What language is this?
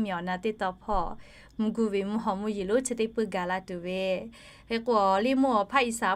Lahu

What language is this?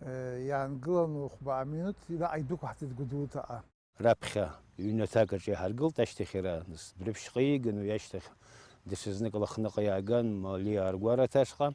Abkhazian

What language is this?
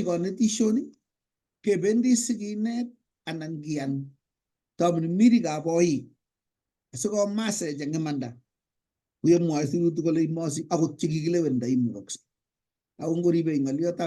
Kalenjin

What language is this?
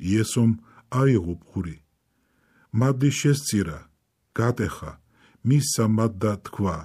Georgian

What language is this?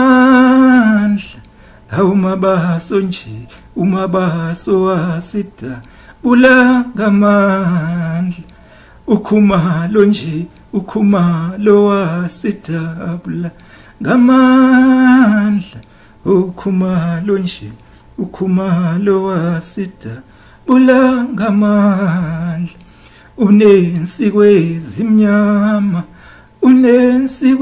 Zulu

